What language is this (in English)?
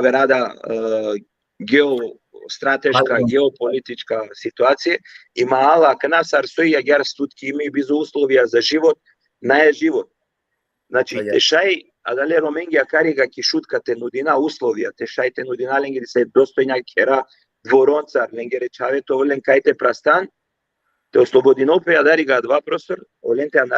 Balkan Romani